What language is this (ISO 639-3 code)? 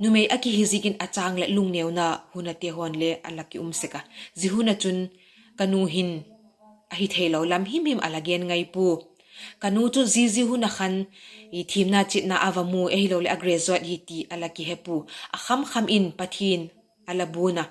vap